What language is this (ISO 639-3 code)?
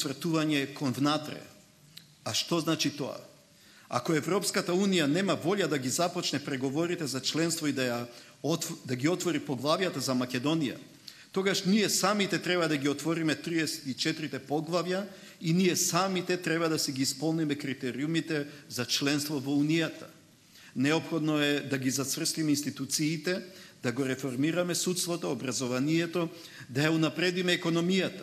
mkd